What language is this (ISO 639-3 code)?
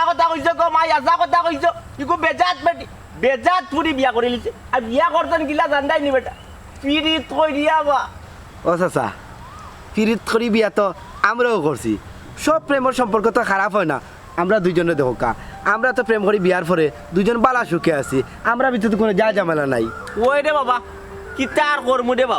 syl